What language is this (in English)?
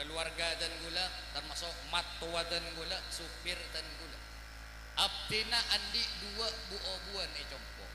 Madurese